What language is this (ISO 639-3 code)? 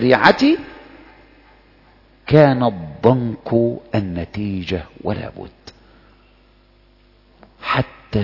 ara